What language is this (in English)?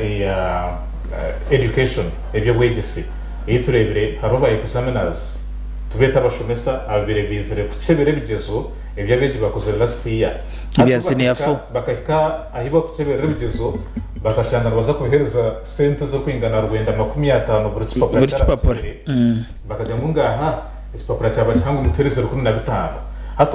Nyankole